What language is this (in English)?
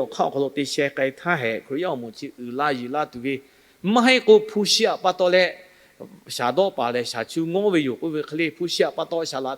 Lahu